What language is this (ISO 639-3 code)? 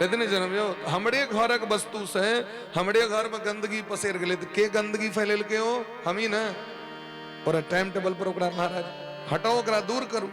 mai